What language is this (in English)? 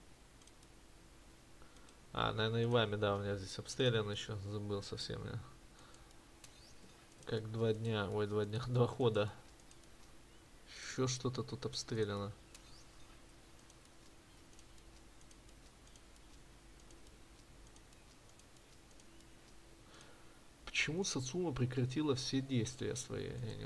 Russian